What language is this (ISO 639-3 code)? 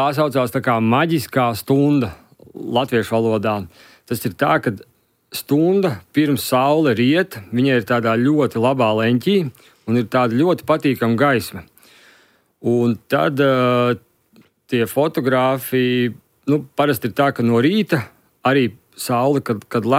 lav